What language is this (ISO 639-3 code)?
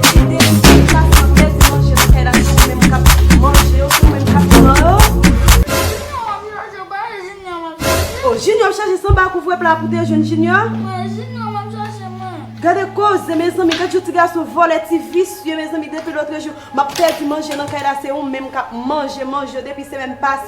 hat